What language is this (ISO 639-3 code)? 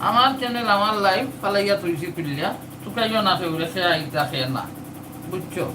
syl